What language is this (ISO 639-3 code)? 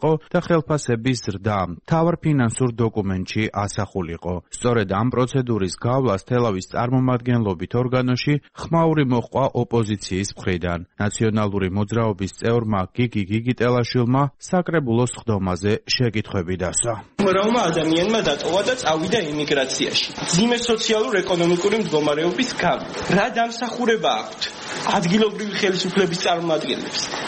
kat